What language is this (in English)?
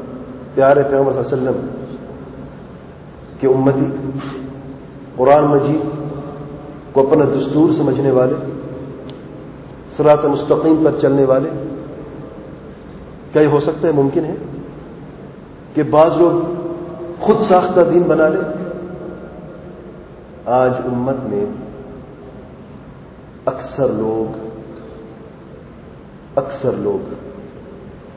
Urdu